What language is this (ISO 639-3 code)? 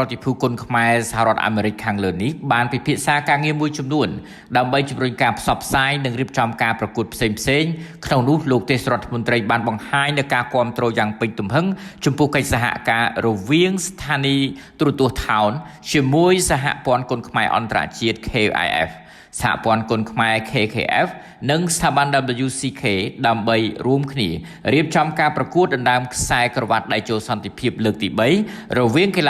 khm